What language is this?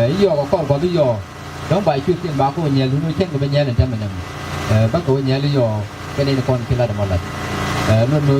Nuer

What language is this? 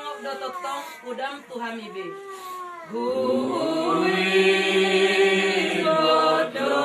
Batak Toba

